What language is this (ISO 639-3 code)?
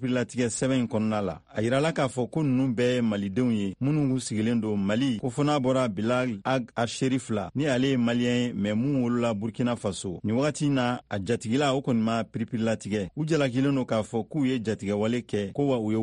bam